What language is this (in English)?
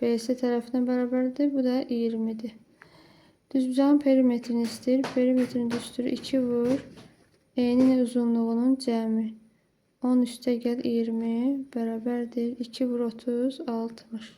Azerbaijani